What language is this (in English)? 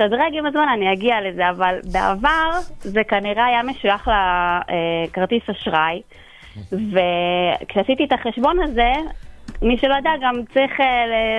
Hebrew